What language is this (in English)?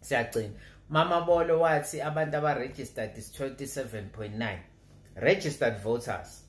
Zulu